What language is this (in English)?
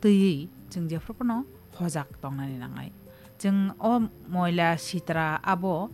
Kok Borok